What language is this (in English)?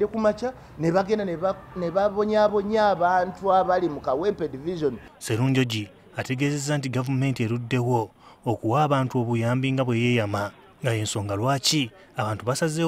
Ganda